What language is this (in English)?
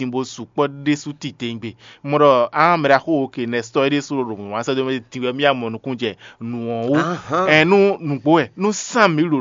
Fon